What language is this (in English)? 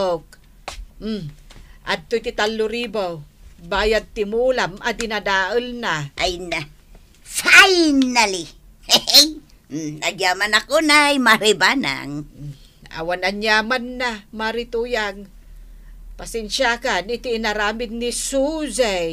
Iloko